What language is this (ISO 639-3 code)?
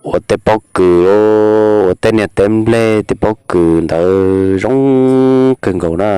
hmn